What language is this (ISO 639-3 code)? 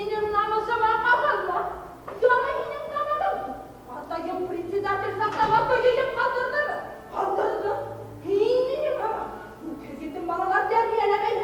bak